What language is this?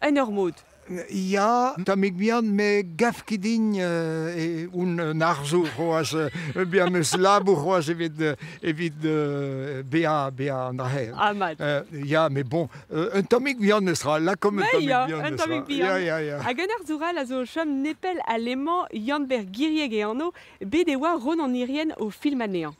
Breton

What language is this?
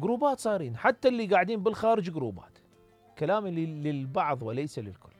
Mesopotamian Arabic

